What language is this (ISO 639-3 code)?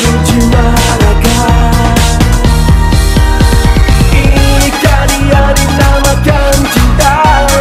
msa